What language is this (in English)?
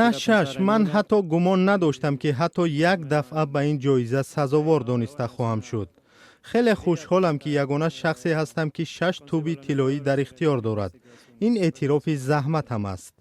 Tajik